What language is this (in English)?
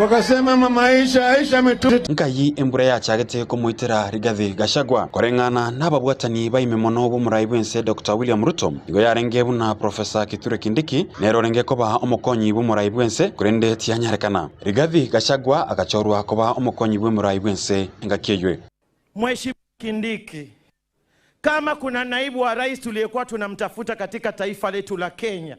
Gusii